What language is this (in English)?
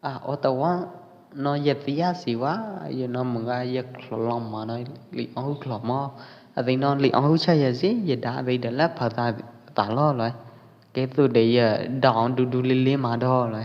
Pwo Eastern Karen